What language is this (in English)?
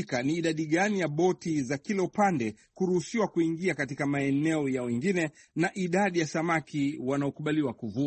Swahili